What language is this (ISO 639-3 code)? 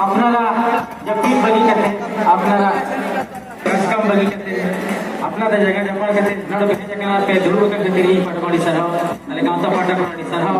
sat